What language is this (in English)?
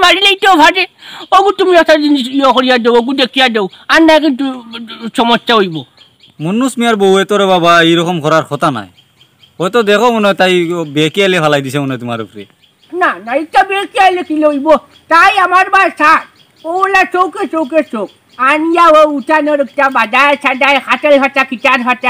Sylheti